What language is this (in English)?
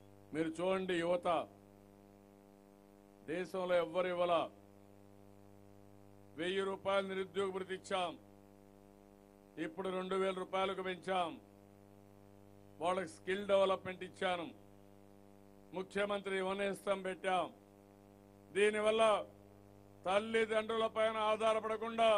Telugu